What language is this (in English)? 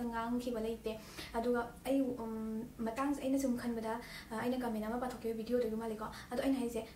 Manipuri